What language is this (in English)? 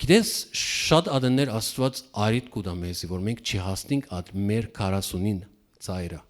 Western Armenian